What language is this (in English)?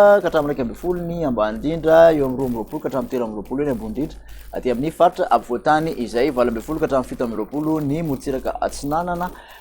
Malagasy